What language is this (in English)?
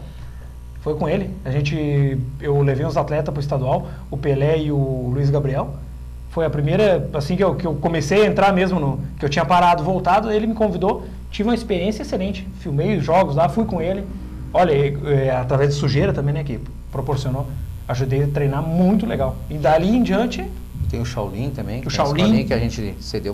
Portuguese